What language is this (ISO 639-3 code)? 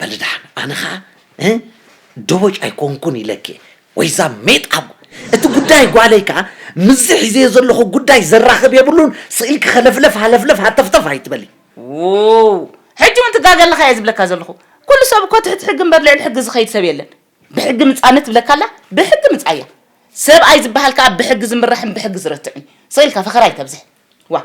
tir